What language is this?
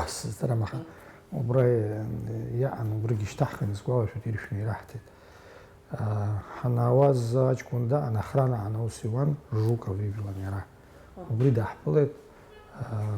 Abkhazian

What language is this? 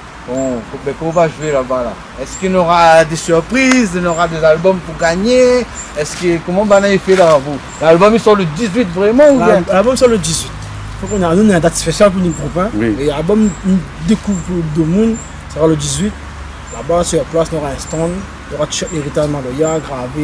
Réunion Creole French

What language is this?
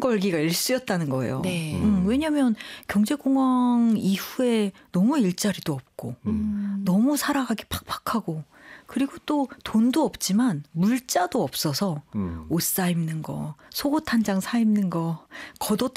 Korean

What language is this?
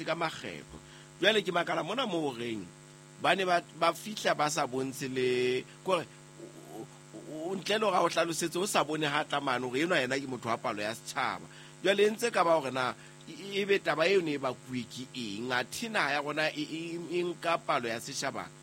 Southern Sotho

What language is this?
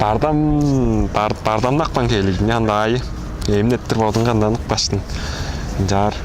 Tuvinian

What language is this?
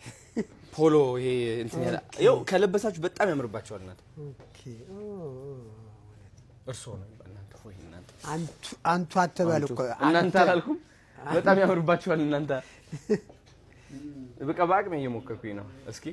Amharic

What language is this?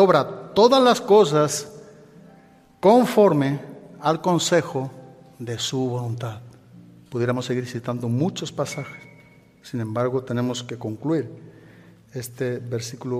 Spanish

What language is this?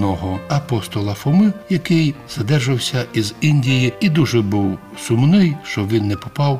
Ukrainian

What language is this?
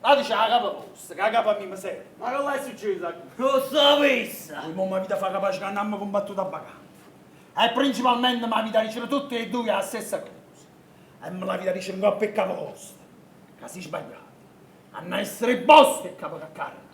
Neapolitan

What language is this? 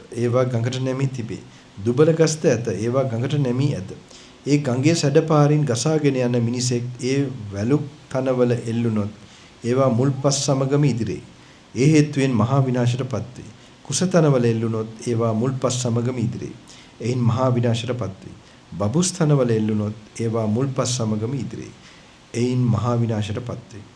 Sinhala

